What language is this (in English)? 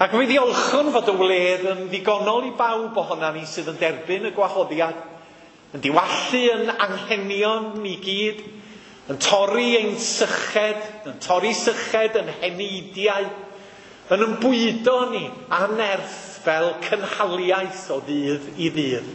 Welsh